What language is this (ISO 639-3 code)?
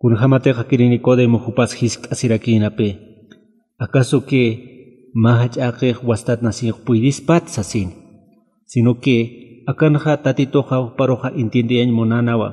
aym